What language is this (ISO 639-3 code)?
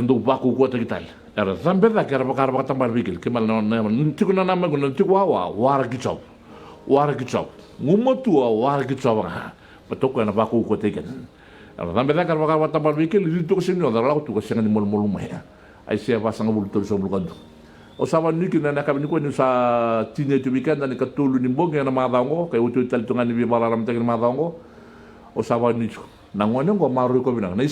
fij